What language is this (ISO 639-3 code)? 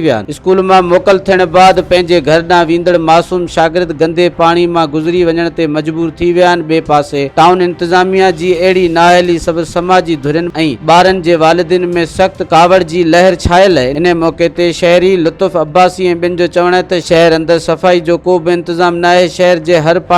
snd